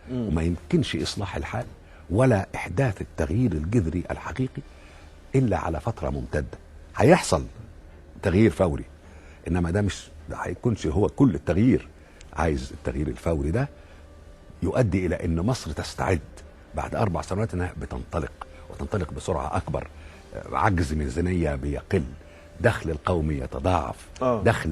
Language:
Egyptian Arabic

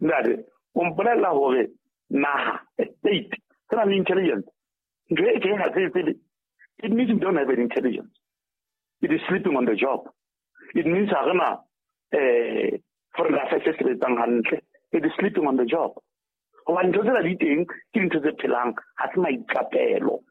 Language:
Southern Sotho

